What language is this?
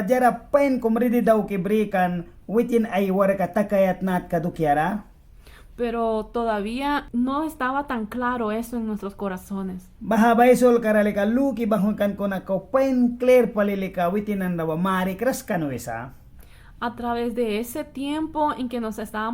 Mískito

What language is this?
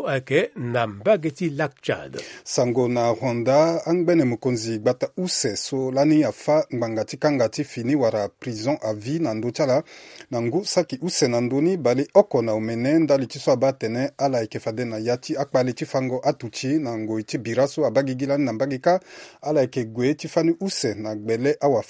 Sango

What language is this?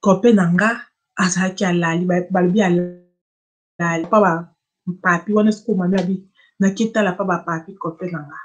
Lingala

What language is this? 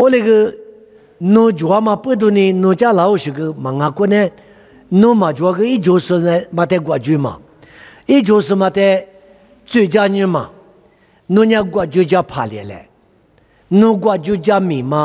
Lisu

